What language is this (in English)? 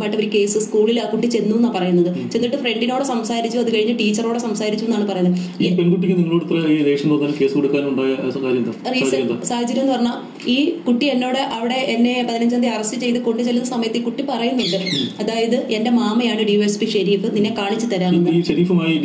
Malayalam